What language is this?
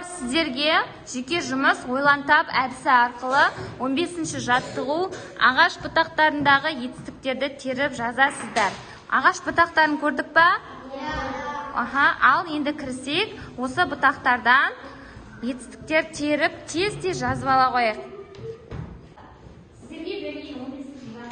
Kazakh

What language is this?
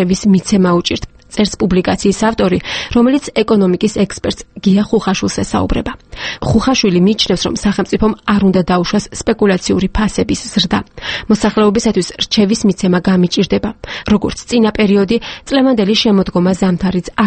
Georgian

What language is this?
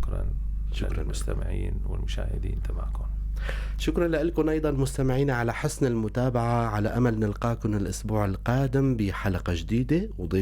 North Levantine Arabic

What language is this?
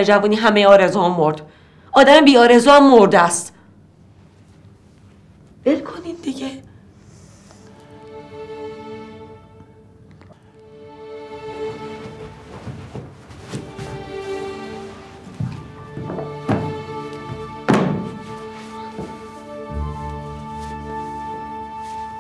Persian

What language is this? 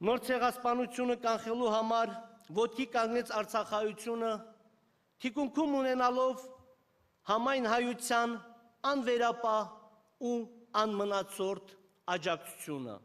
Armenian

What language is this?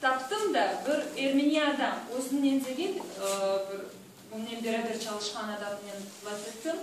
Crimean Tatar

